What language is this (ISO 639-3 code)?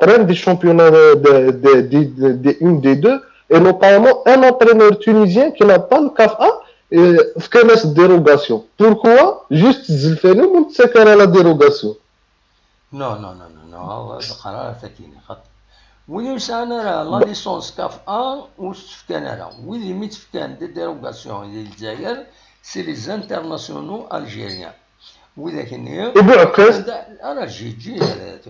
kab